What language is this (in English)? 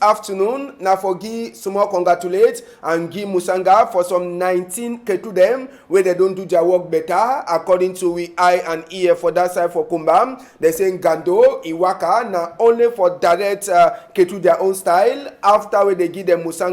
Cameroon Pidgin